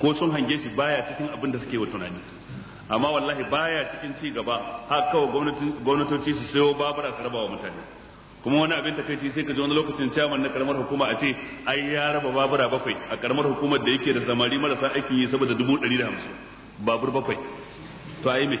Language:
Hausa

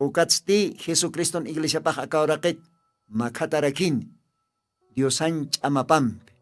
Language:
Aymara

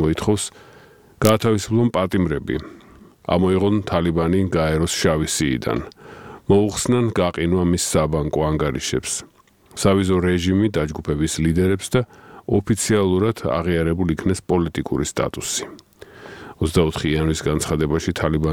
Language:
Georgian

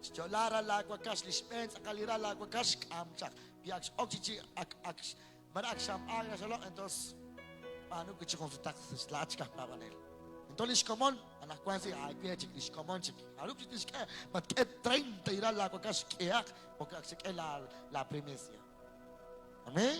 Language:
Kekchí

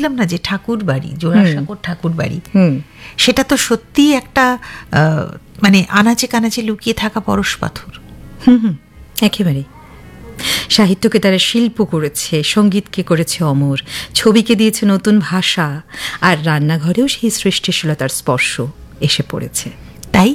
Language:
Bangla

